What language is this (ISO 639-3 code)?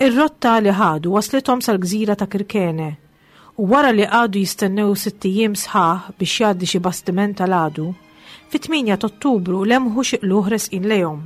mlt